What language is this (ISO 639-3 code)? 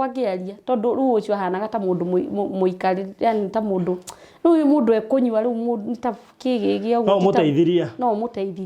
kik